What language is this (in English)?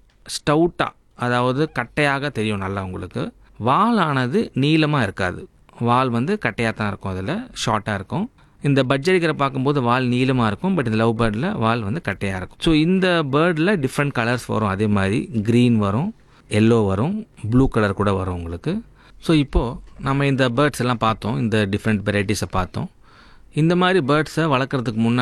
Tamil